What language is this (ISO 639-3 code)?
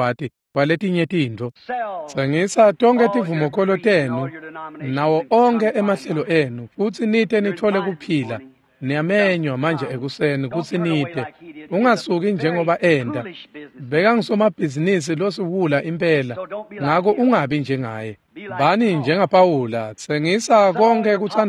ssw